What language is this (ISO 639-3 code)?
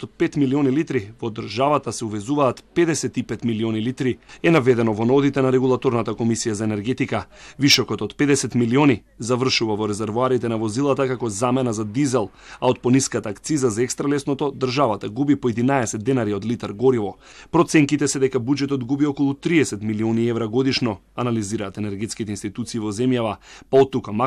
mkd